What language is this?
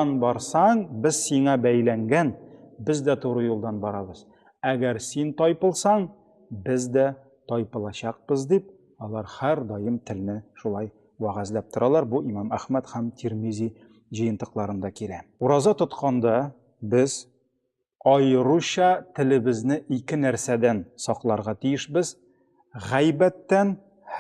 Tatar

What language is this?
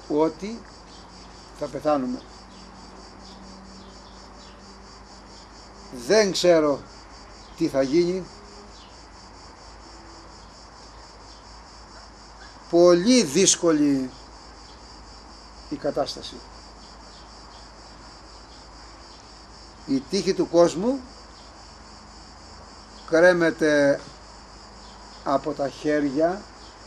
Greek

